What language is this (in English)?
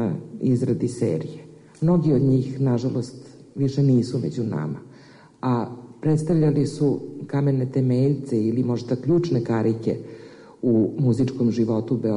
Serbian